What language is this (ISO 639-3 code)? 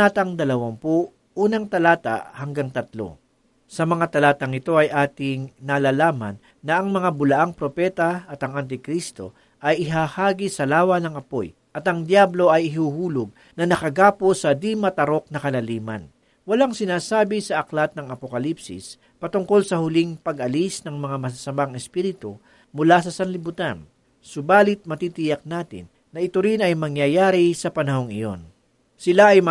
fil